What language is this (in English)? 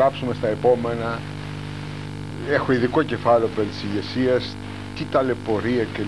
Greek